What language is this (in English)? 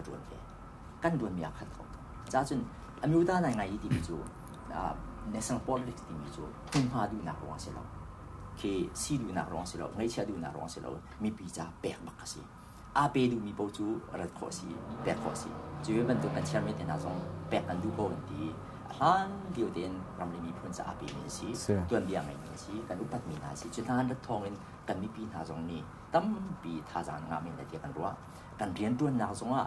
Hakha Chin